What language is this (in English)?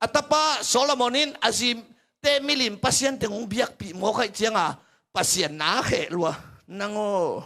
Tedim Chin